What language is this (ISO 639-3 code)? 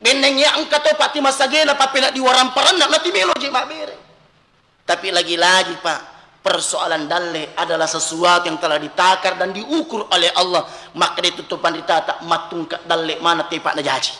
bug